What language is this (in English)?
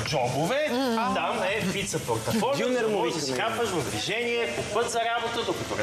Bulgarian